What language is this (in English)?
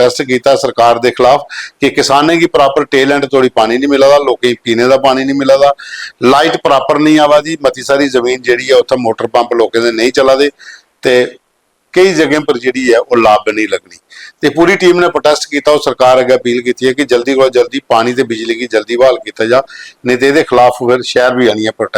Dogri